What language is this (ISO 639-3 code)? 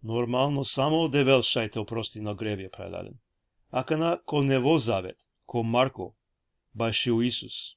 rmn